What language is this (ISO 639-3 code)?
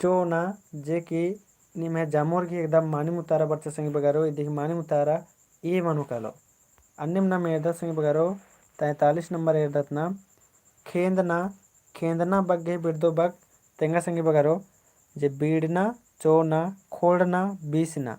kru